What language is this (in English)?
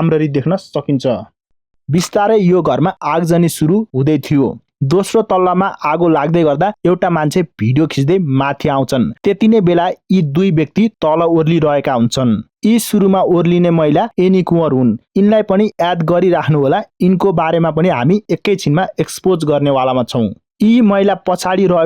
Nepali